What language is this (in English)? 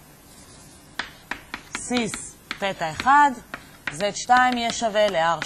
Hebrew